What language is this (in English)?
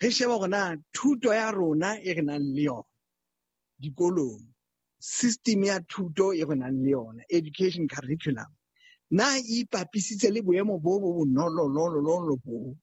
Southern Sotho